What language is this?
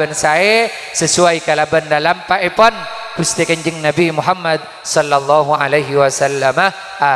Madurese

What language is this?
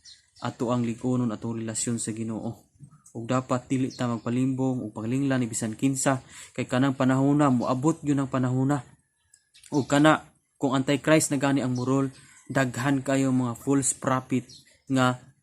Cebuano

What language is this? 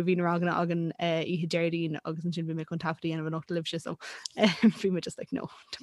Irish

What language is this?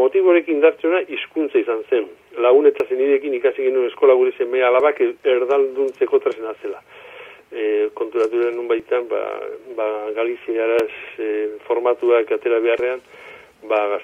Basque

